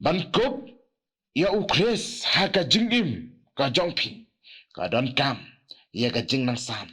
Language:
Khasi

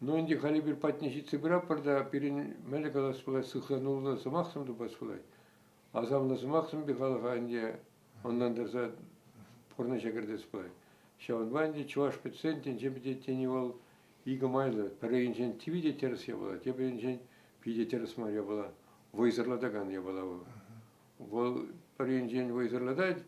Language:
Chuvash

